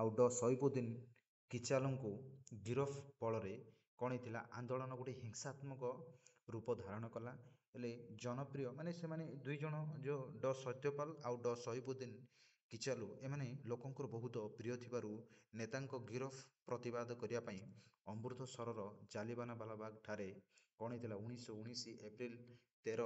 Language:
Odia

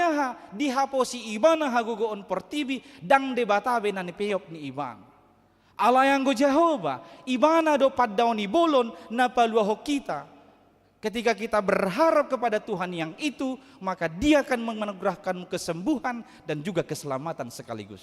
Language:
Batak Toba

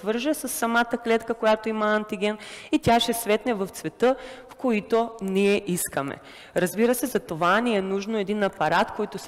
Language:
Bulgarian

